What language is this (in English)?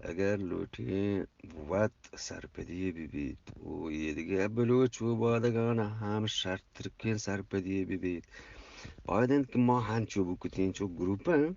Eastern Balochi